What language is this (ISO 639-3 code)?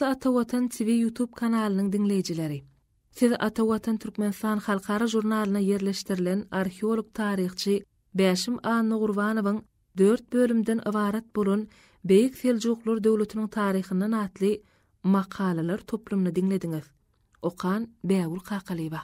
tuk